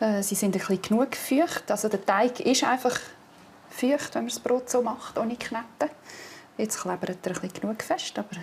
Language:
Swiss German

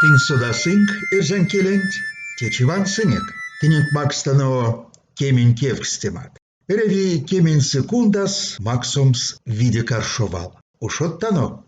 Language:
Erzya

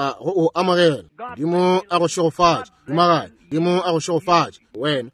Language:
Northern Sotho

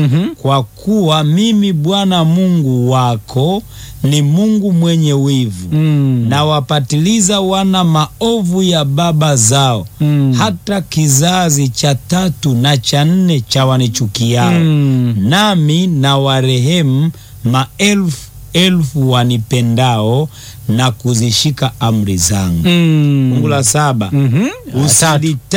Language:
Swahili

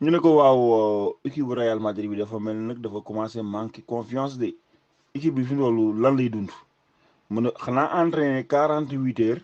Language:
Wolof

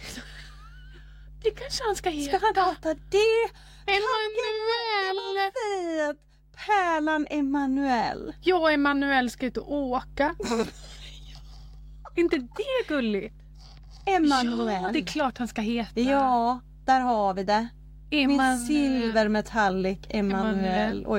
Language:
Swedish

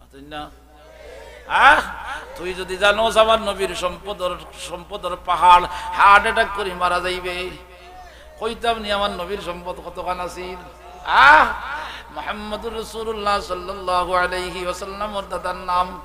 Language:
Sylheti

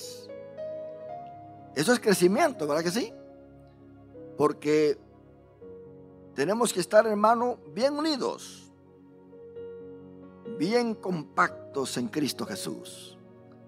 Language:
Spanish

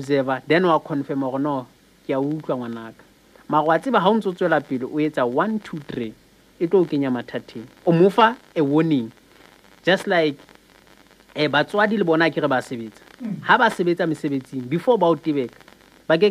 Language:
Southern Sotho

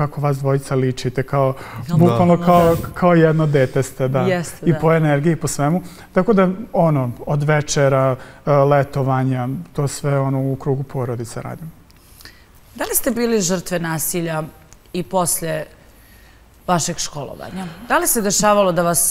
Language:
Serbian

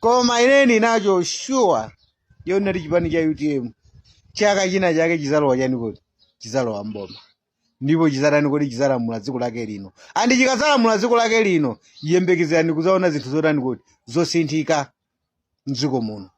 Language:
Nyanja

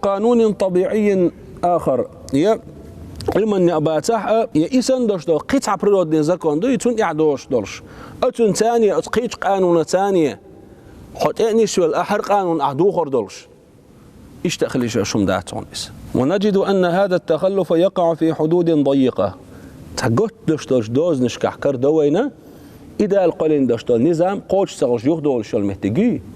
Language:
Chechen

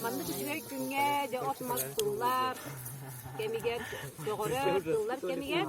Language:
Yakut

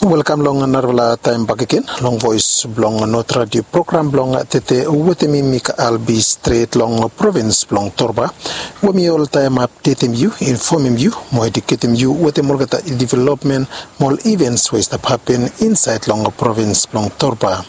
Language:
Bislama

